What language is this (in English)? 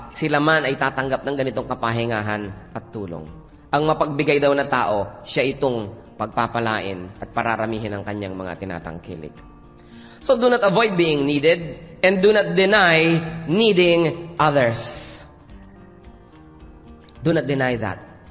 Filipino